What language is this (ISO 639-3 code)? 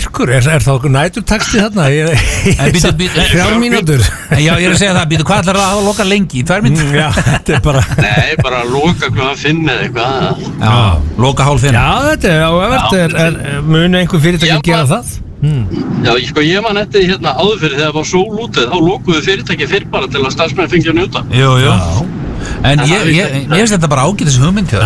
isl